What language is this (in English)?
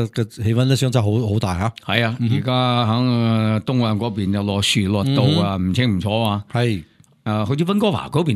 Cantonese